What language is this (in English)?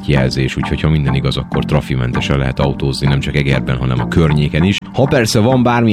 Hungarian